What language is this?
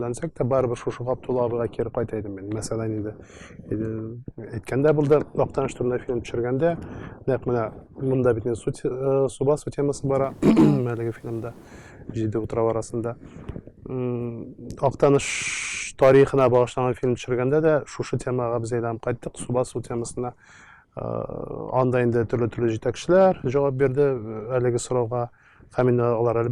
Tatar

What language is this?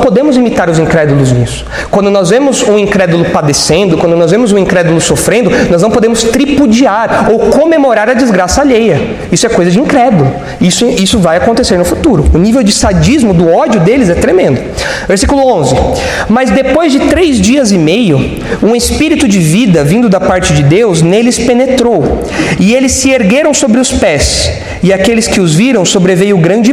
Portuguese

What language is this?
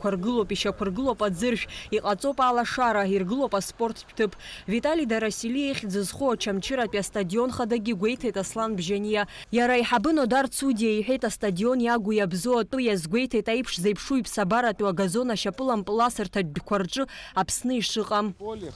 Abkhazian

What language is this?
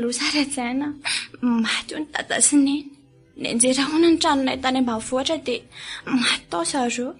Malagasy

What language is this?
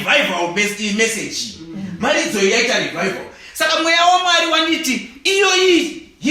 Shona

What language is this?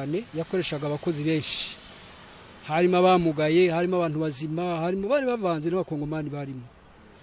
Kinyarwanda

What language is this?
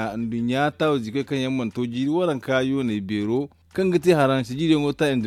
Zarma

